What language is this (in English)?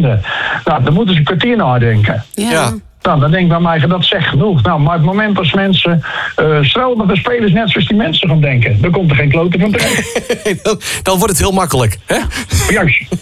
Dutch